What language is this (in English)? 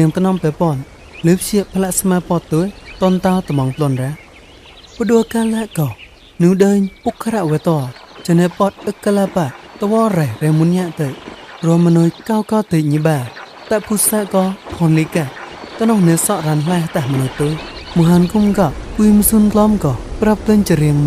Mon